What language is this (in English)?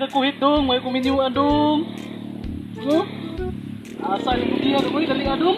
Cebuano